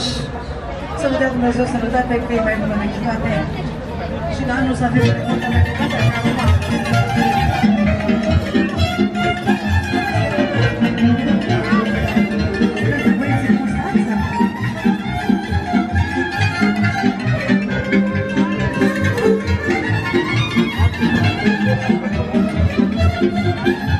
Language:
Romanian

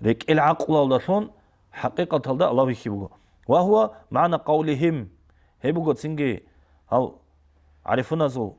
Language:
Avaric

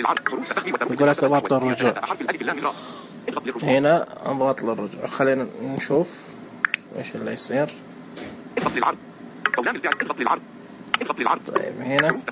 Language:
Najdi Arabic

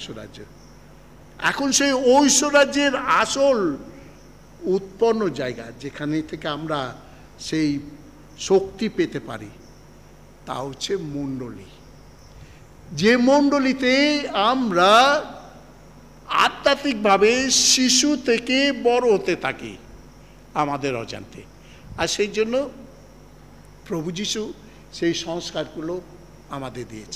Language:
Bangla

